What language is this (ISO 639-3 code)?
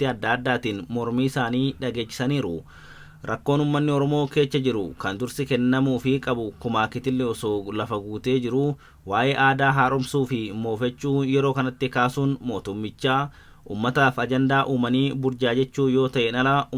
orm